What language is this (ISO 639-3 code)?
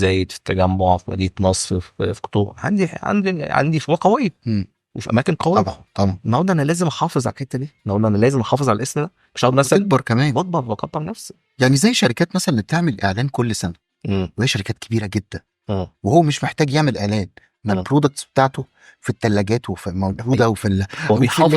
arz